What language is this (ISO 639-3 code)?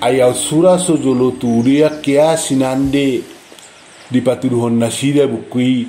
bbc